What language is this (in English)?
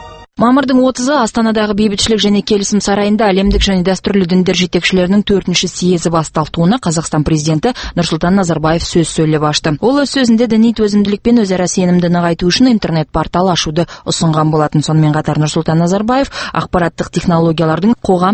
Kazakh